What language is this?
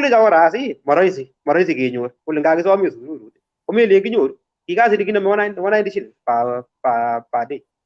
Kalenjin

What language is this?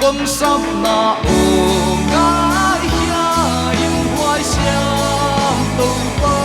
Paite Chin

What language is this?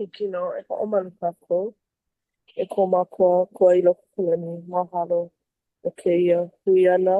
Hawaiian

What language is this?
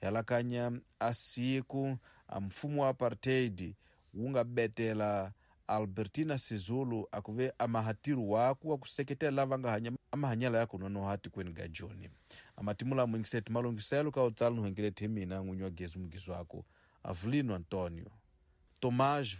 Tsonga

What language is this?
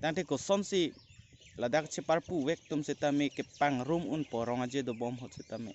Karbi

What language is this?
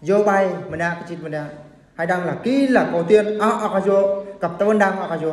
Eastern Bru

